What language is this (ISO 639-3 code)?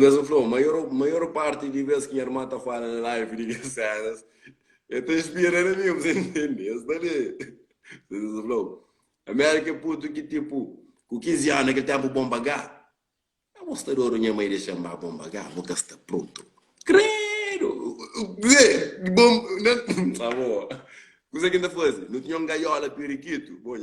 kea